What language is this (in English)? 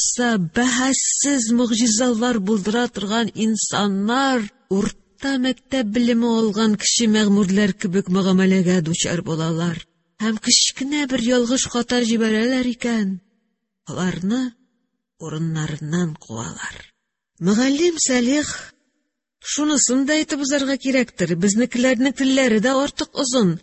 Tatar